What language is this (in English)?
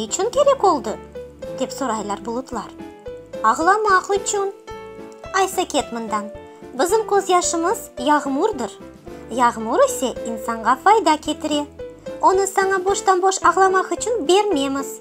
Crimean Tatar